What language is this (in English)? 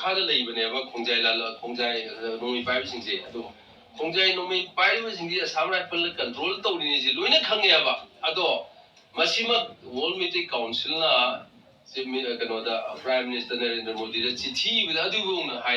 Manipuri